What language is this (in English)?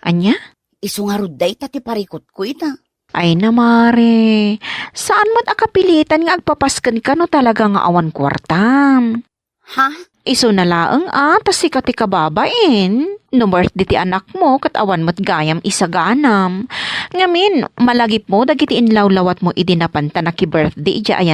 Iloko